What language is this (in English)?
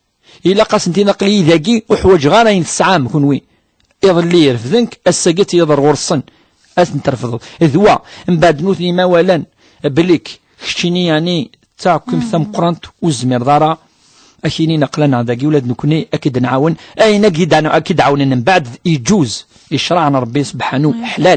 Kabyle